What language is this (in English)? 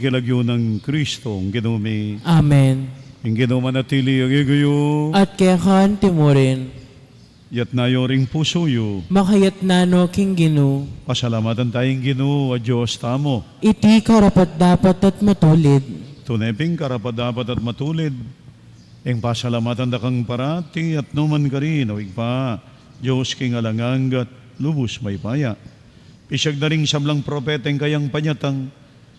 Pampanga